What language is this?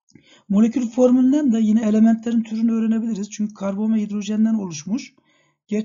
Turkish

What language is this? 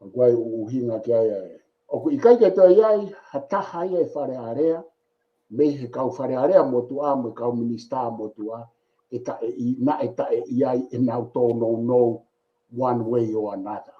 Tongan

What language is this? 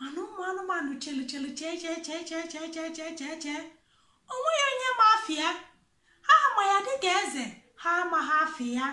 Igbo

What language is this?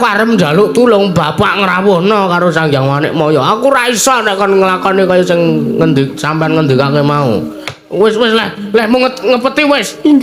Javanese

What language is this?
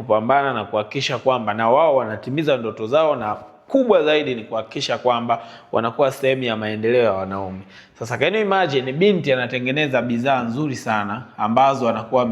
Swahili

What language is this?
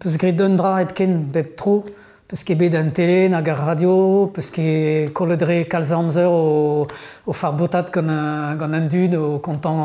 Breton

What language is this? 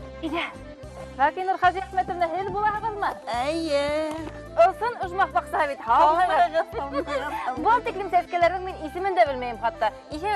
Bashkir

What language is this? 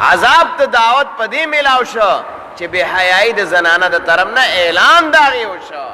Pashto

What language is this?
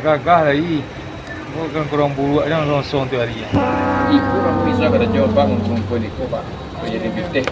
Minangkabau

